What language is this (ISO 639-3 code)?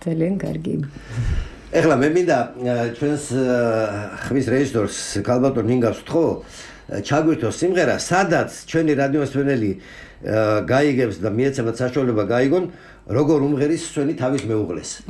kat